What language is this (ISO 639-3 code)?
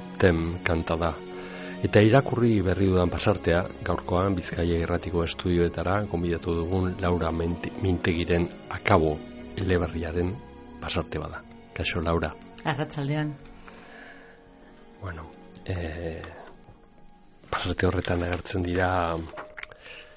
eus